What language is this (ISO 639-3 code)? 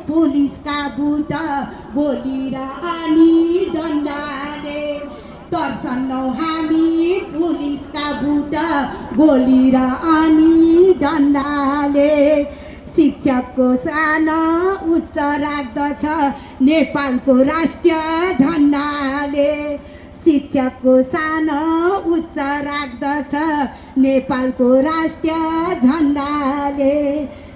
nep